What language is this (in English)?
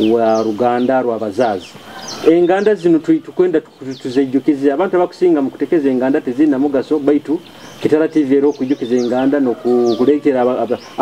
Nyoro